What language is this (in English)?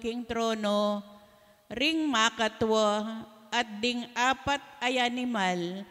Pampanga